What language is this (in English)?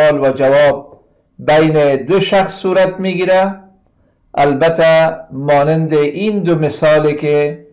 Persian